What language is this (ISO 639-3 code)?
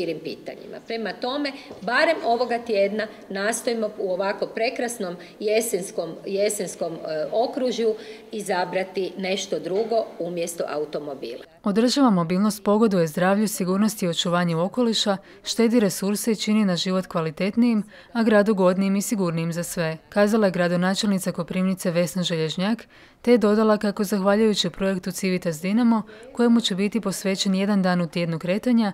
hrv